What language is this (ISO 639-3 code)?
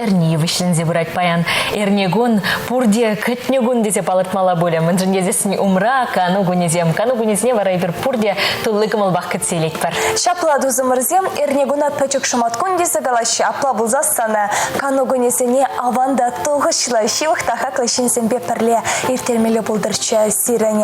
chv